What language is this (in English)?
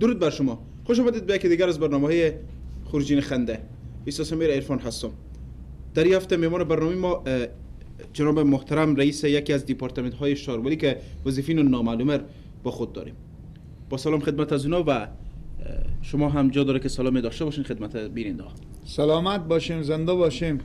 Persian